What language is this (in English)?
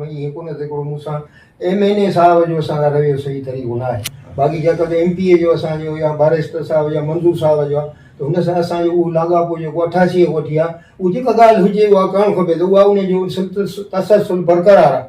Sindhi